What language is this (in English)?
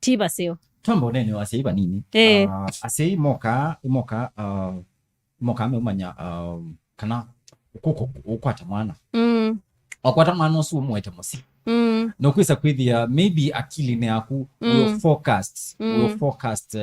Kamba